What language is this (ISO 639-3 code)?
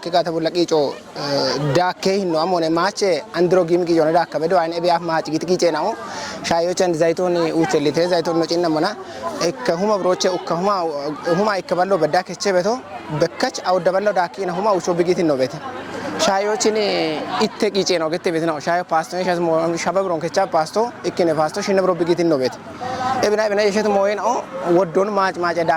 kbr